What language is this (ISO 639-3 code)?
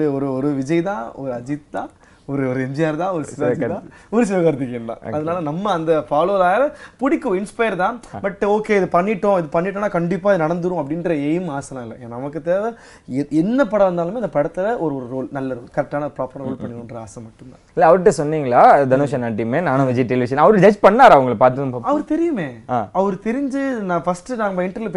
tam